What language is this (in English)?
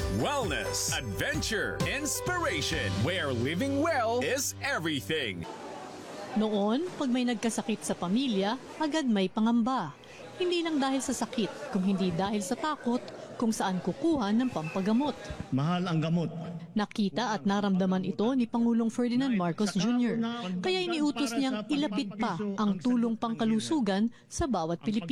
Filipino